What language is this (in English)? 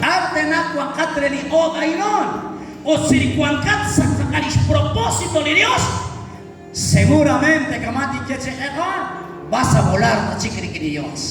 Kekchí